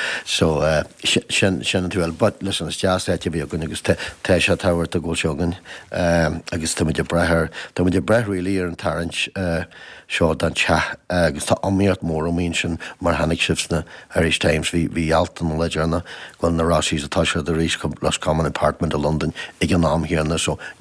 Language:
Irish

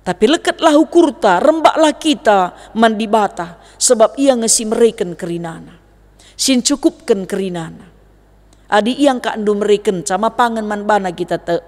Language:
Batak Karo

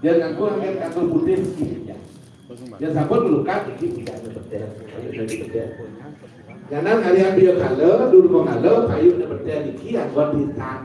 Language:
Balinese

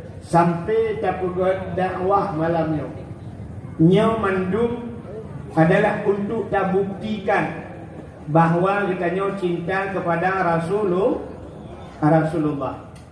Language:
Achinese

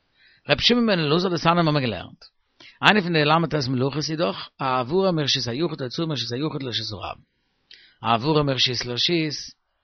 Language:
Yiddish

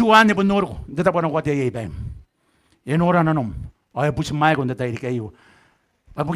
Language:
Gilbertese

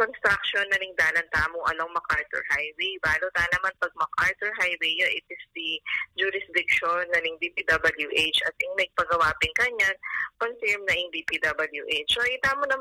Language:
Pampanga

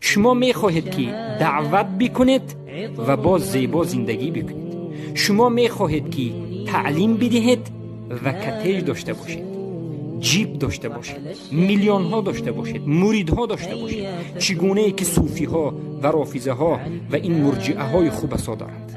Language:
Tajik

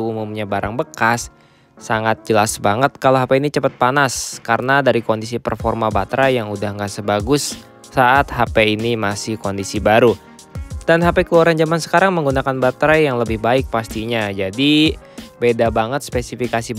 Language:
Indonesian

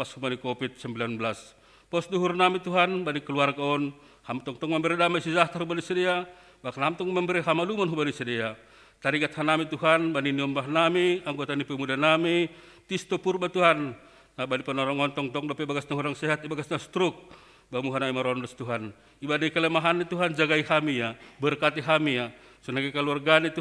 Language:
Batak Simalungun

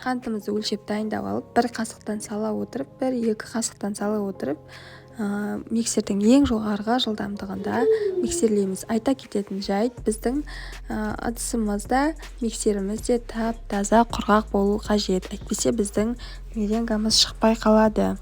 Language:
Kazakh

